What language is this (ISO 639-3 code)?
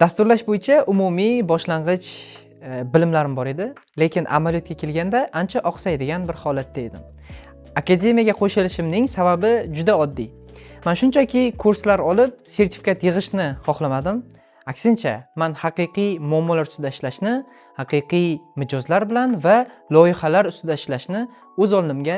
uzb